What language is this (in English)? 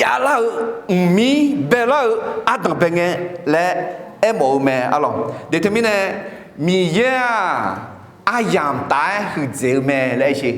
Akha